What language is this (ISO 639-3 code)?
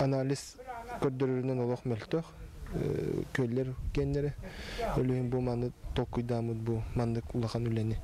sah